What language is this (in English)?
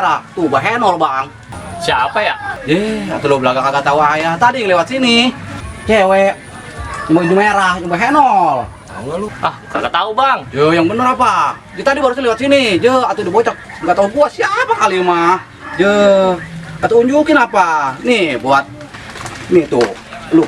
Betawi